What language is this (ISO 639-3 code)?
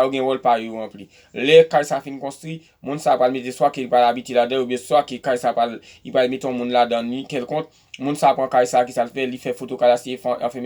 hat